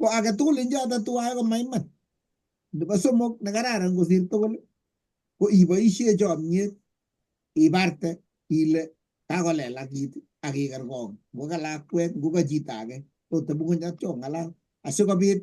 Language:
Kalenjin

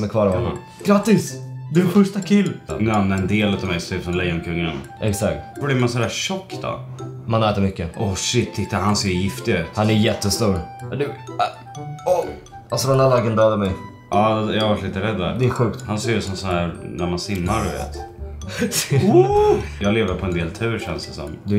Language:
Swedish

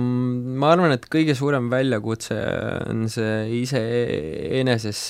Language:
Estonian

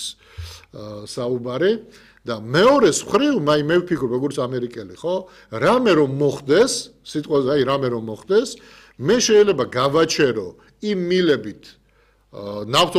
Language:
Georgian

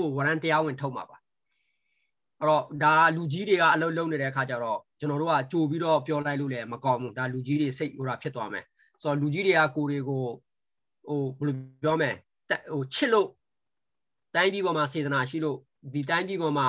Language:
Burmese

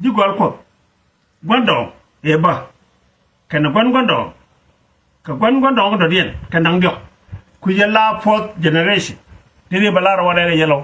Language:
Nuer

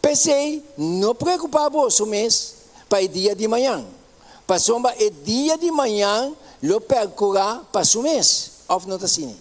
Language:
Papiamento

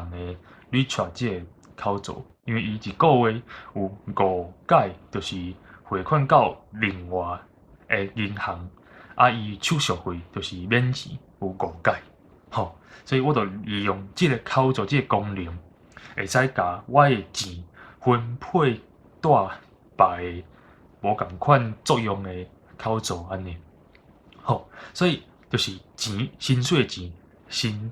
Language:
Min Nan Chinese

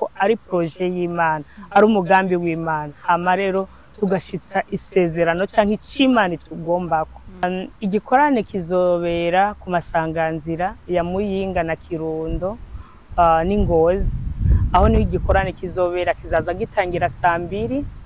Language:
Rundi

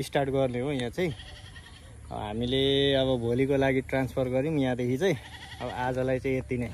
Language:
Nepali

